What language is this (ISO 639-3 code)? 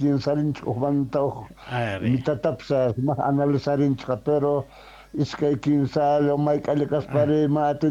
que